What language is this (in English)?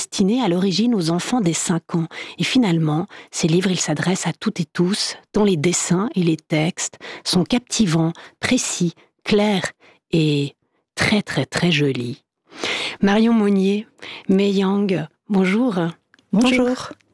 French